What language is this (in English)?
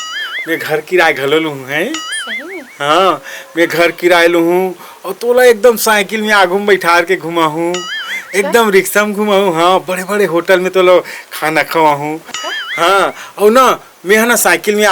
Chhattisgarhi